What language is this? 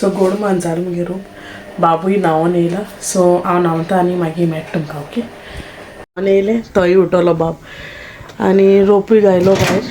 Konkani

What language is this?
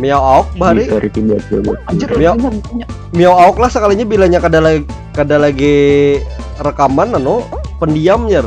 Banjar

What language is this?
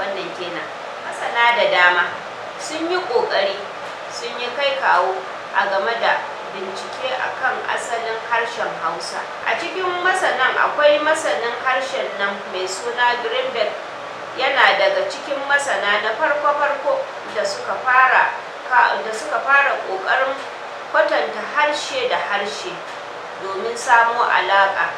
Hausa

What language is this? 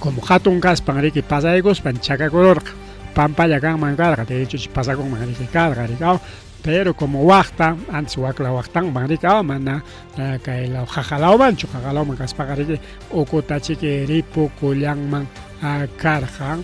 Ayacucho Quechua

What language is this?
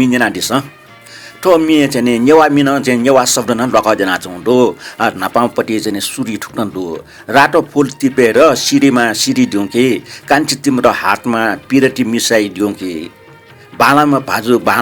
Newari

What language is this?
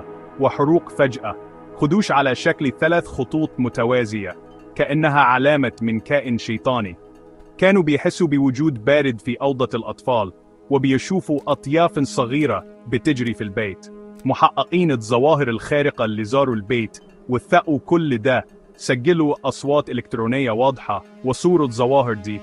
Egyptian Arabic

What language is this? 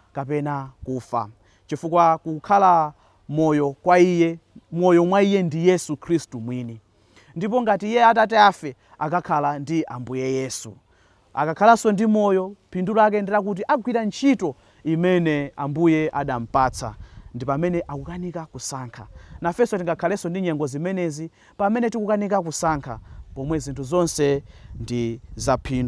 Nyanja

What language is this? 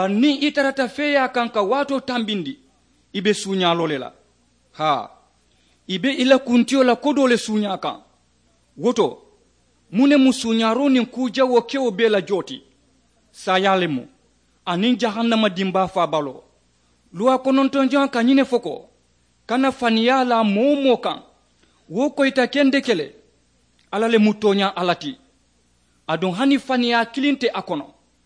Mandingo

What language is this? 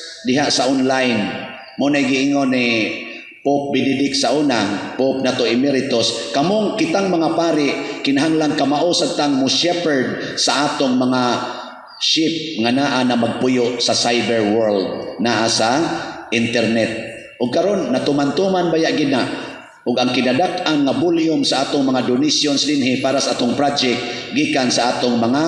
Cebuano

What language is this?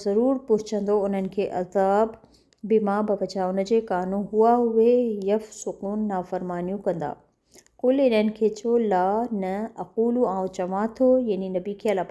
Sindhi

